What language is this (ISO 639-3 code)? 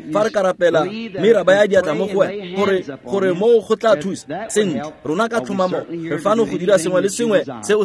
tsn